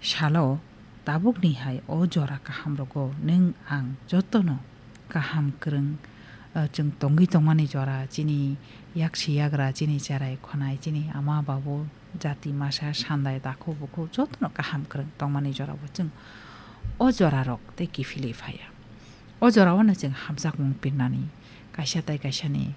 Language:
Kok Borok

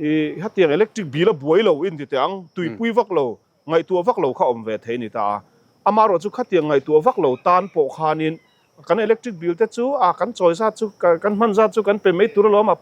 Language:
Mizo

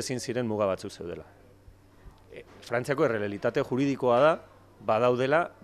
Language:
Basque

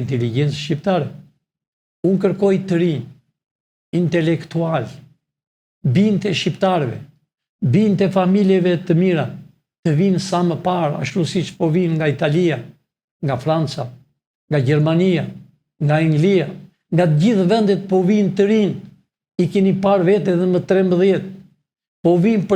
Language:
Albanian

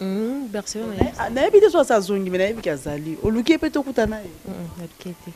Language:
Lingala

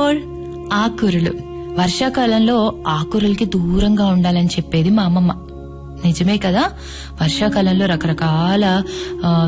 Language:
Telugu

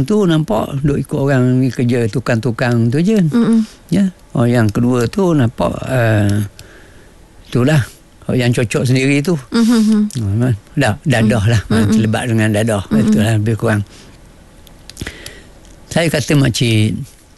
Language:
Malay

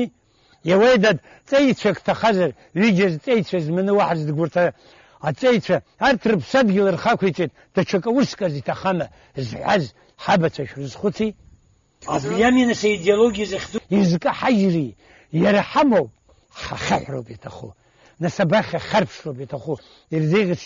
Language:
Abkhazian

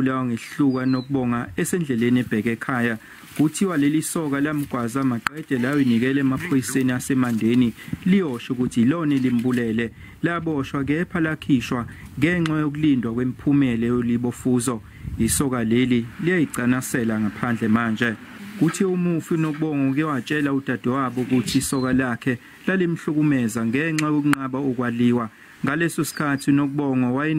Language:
Zulu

